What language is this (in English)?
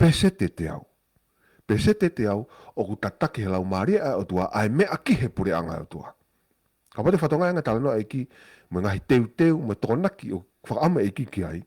Tongan